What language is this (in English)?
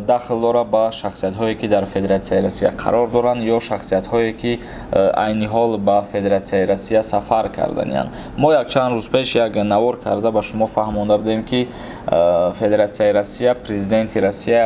Tajik